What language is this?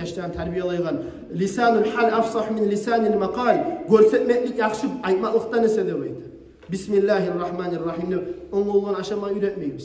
Kumyk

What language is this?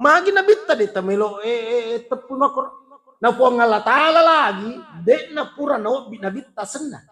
Buginese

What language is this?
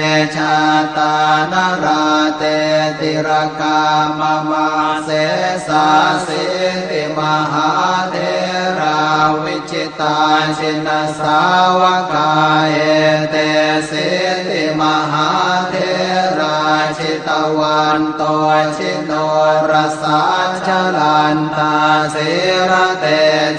Pali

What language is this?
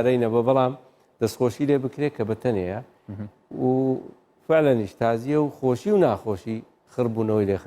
Central Kurdish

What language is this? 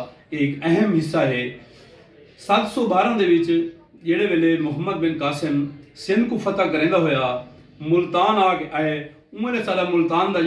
Saraiki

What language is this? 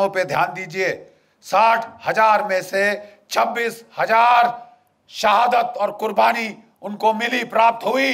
Hindi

